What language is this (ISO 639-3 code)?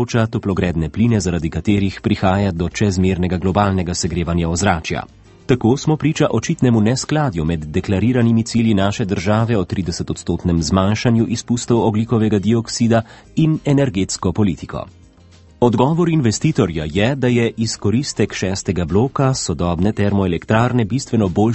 slv